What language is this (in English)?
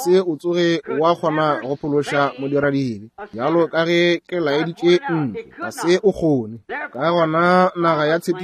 Northern Sotho